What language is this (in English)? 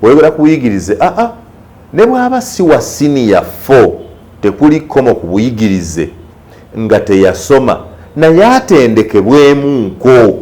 Ganda